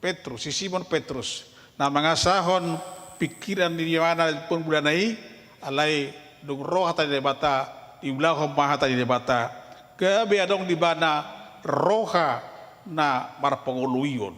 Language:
Batak Toba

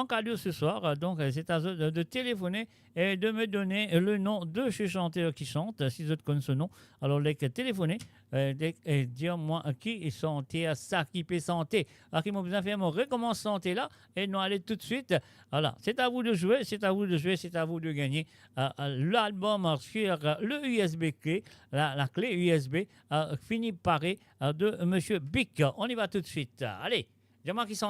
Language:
Morisyen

